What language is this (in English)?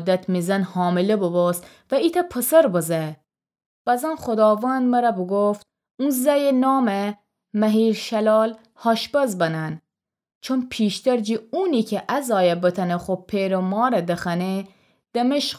Gilaki